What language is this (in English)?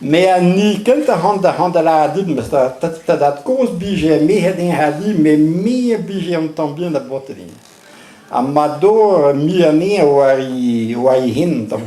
Breton